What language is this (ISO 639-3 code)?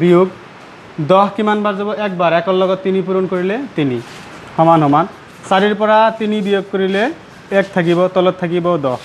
asm